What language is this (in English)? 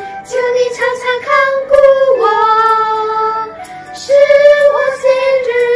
Chinese